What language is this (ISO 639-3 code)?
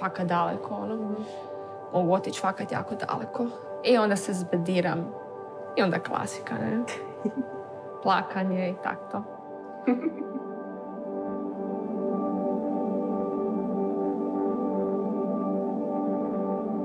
hrv